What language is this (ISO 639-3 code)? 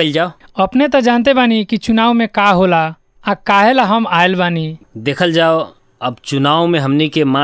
bho